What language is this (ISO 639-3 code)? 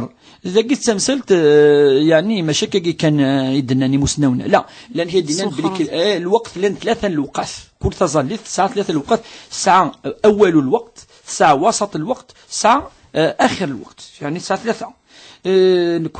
kab